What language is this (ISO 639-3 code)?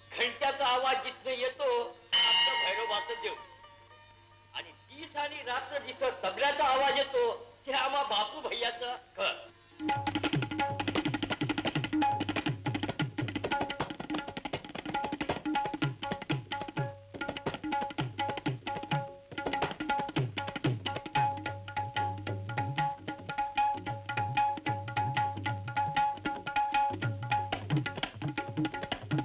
mar